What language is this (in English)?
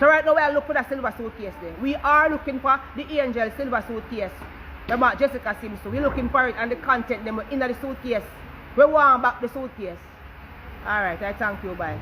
Jamaican Creole English